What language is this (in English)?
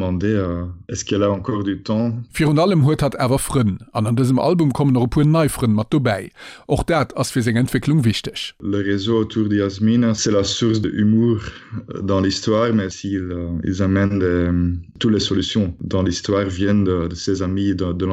Luxembourgish